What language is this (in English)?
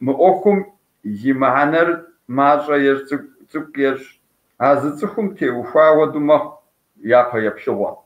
Kabardian